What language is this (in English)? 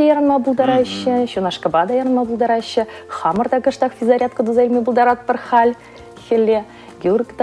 Chuvash